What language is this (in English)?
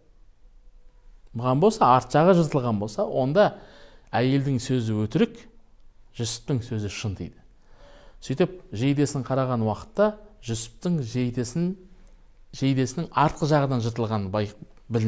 Kazakh